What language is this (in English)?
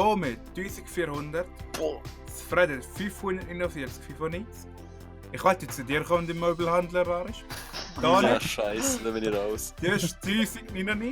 Swiss German